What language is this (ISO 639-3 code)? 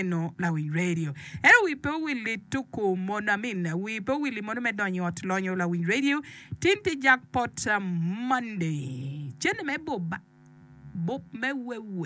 ach